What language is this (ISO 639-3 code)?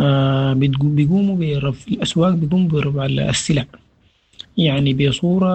apd